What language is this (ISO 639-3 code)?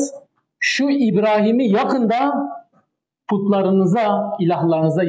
tur